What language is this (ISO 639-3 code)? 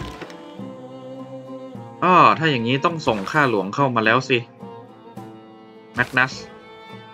tha